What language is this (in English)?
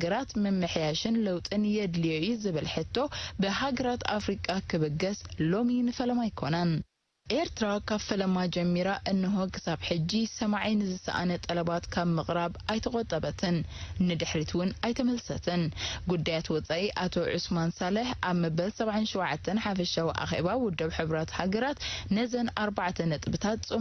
Tigrinya